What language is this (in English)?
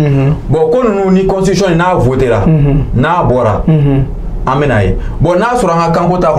Bambara